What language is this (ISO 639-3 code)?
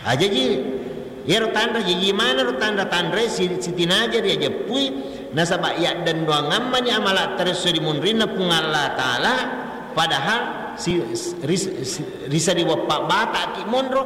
bug